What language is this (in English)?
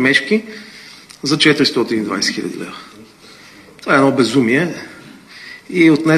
Bulgarian